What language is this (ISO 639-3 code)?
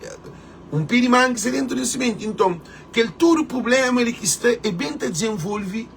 kea